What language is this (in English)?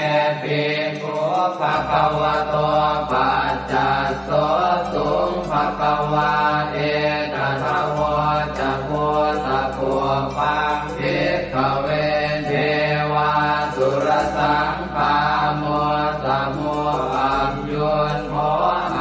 Pali